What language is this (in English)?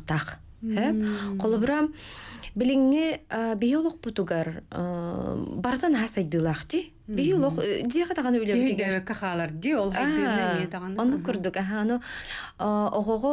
Yakut